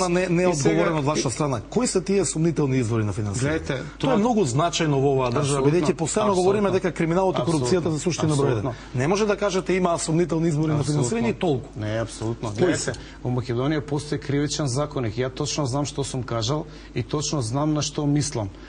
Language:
Macedonian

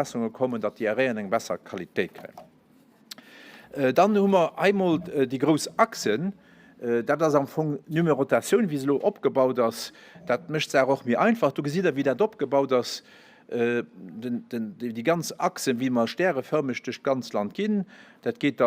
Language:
Luxembourgish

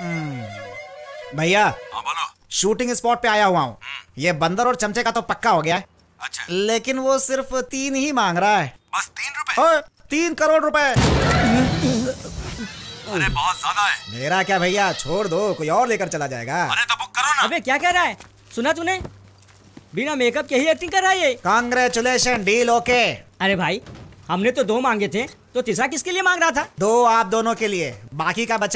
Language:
Hindi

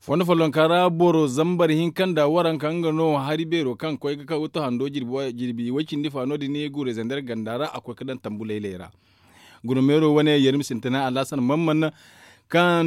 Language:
Zarma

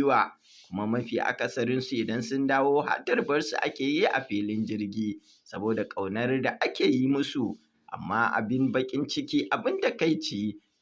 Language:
Hausa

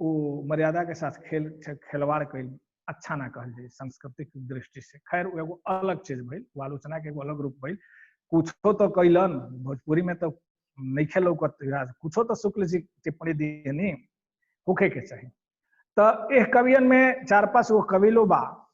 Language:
Bhojpuri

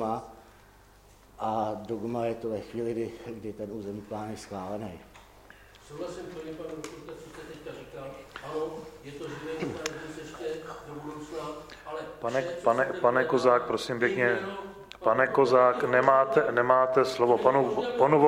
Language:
Czech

